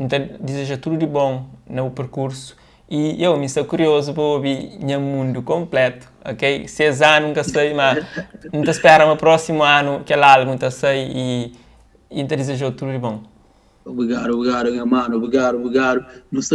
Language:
Kabuverdianu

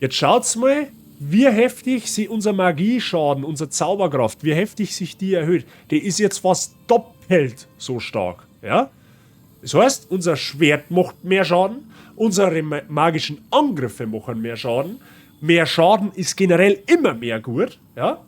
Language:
Bavarian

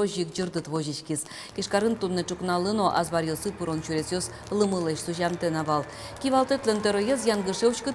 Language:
Udmurt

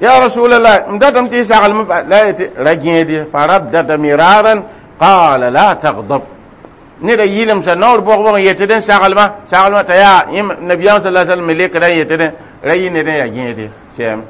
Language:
Mossi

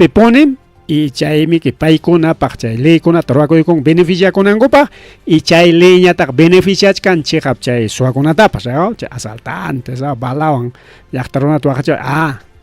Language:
Ayacucho Quechua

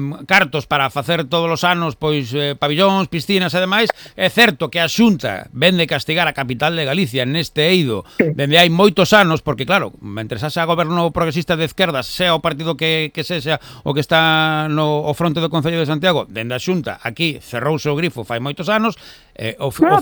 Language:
Galician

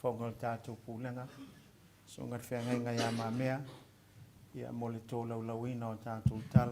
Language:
Samoan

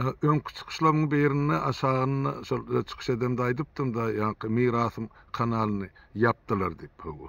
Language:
Turkmen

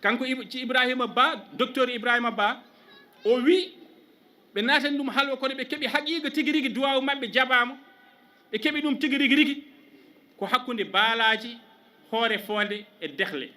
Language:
Fula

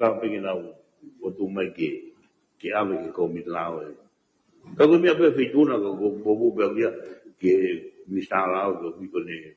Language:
Tongan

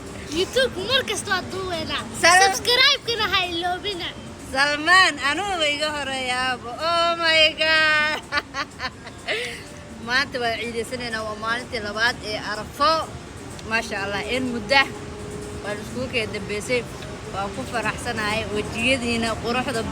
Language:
Somali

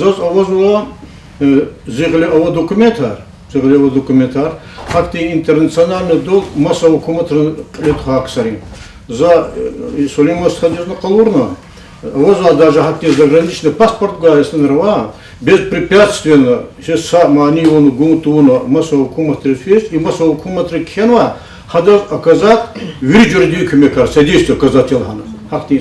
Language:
Lezghian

